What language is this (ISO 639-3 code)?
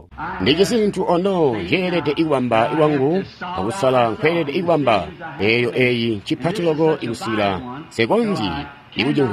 toi